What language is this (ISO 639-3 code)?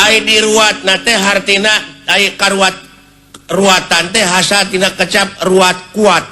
sun